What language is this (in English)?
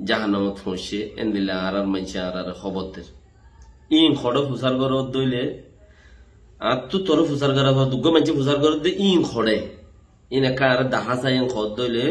Rohingya